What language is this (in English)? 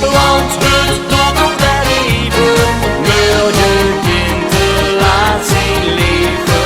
Limburgish